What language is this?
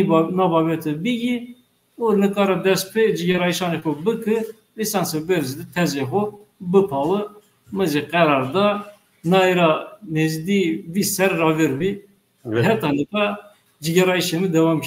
Zaza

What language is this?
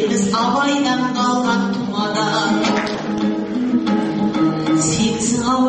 Kazakh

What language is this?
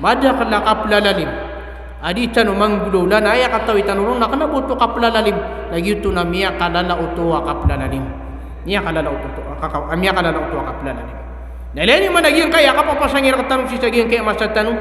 Maranao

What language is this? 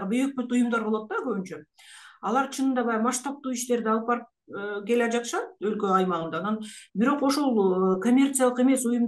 Kyrgyz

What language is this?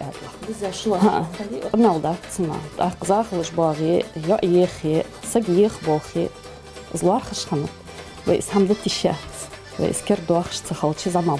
Ingush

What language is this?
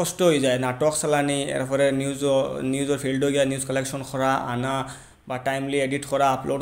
Sylheti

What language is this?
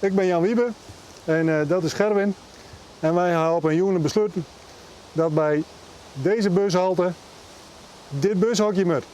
Western Frisian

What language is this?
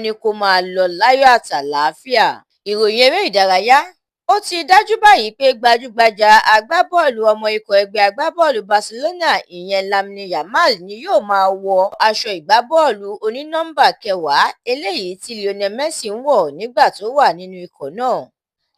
Yoruba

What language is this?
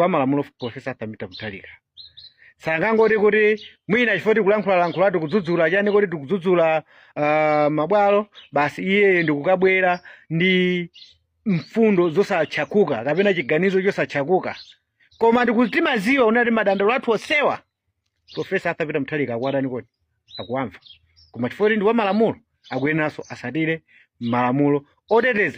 Nyanja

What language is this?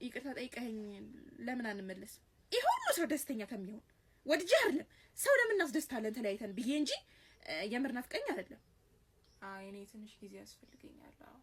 Amharic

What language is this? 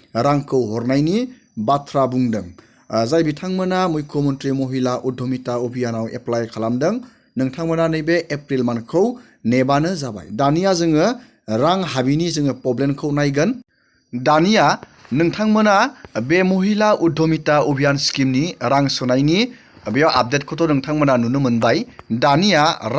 Bodo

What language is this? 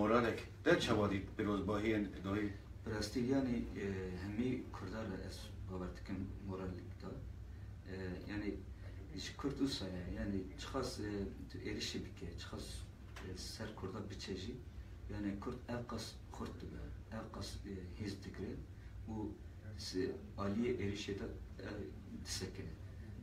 Kurdish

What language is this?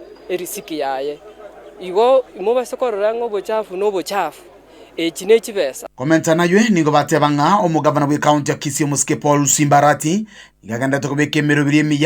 Gusii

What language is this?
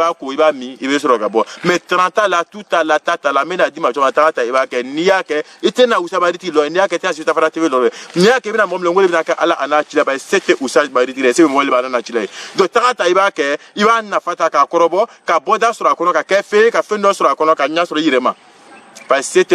Bambara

